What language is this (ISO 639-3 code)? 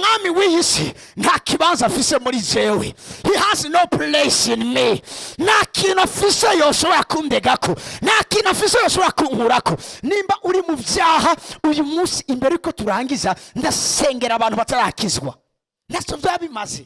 run